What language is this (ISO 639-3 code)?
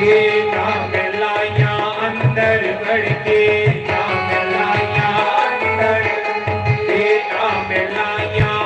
doi